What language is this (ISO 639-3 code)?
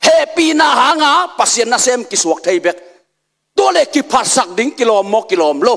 ctd